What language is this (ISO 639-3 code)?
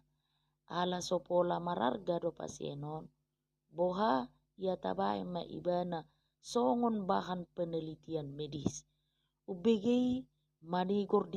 bbc